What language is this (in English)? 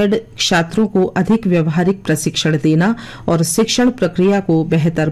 Hindi